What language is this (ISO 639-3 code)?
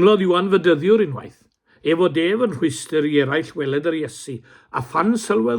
cym